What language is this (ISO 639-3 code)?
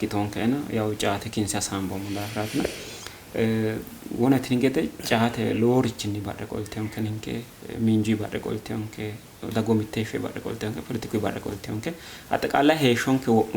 sid